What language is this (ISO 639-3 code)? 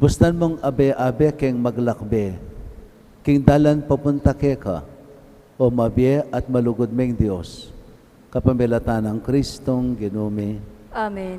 pam